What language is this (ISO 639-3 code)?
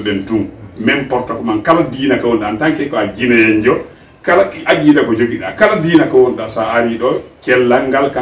fuf